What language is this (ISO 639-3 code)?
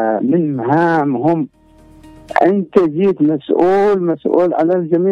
ara